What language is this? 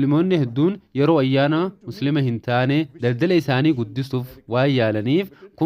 Oromo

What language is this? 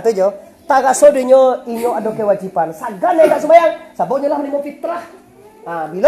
Minangkabau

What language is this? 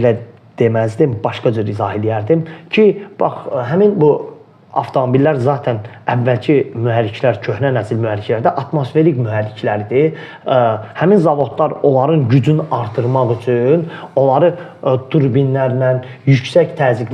Azerbaijani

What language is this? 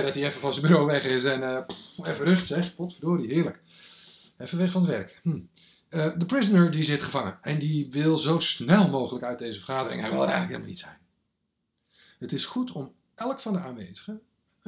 Dutch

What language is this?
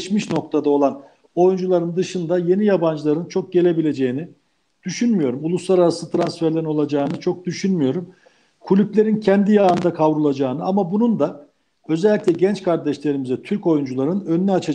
Turkish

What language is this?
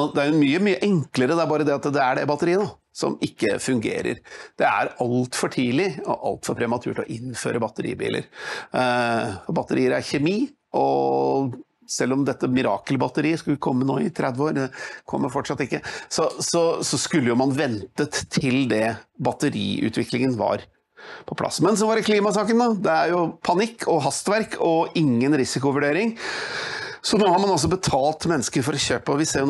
Norwegian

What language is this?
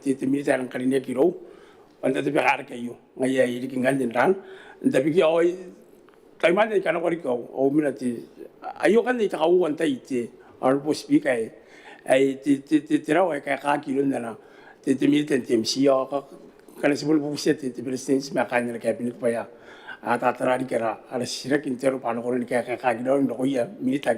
Gilbertese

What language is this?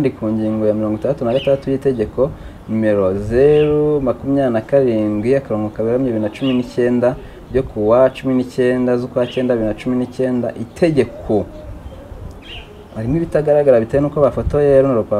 Kinyarwanda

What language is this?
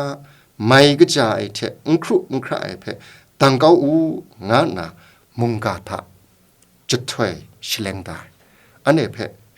Kachin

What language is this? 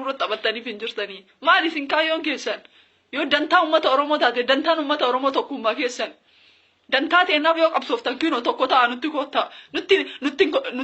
Oromo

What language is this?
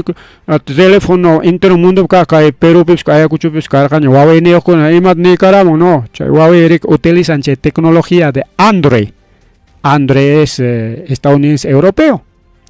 Ayacucho Quechua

